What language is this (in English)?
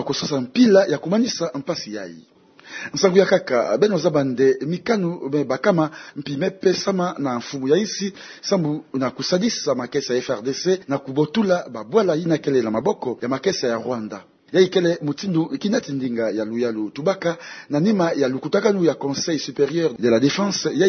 Kituba (Democratic Republic of Congo)